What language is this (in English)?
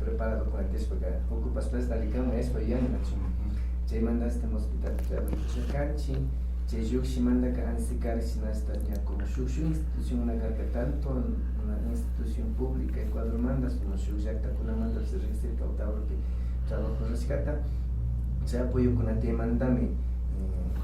Imbabura Highland Quichua